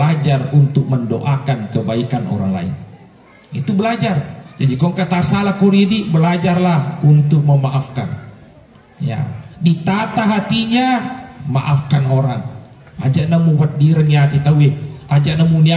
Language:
Buginese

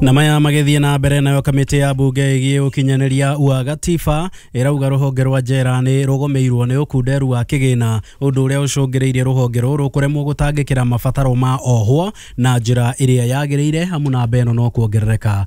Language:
Kikuyu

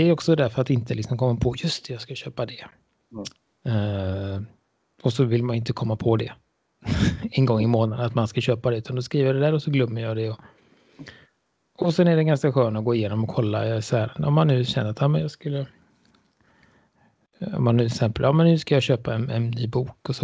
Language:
Swedish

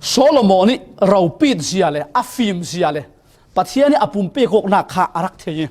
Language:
Falam Chin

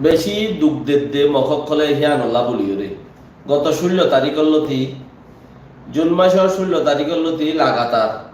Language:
Rohingya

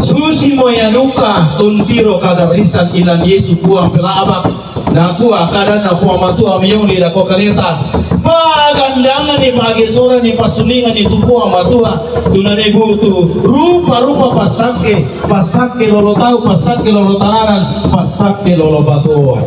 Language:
Toraja-Sa'dan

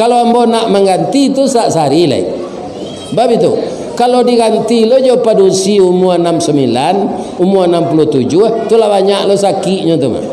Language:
Minangkabau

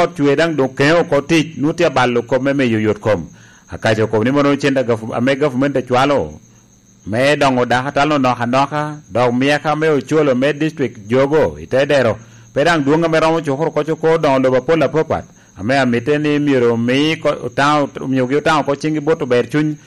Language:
Lango (Uganda)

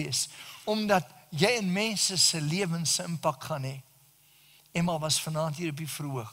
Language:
Afrikaans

